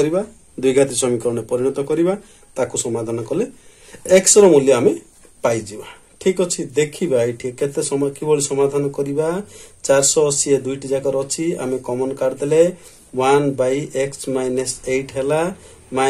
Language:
Odia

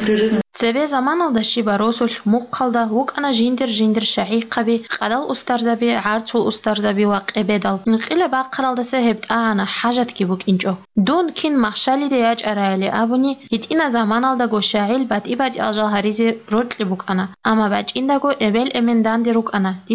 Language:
Avaric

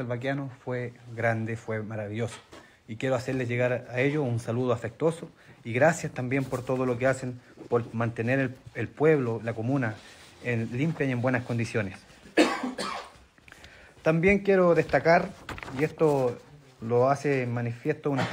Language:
Spanish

